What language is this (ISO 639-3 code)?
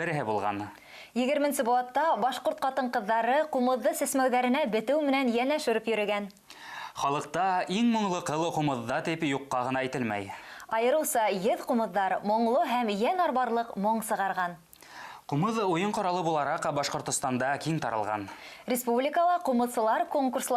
bak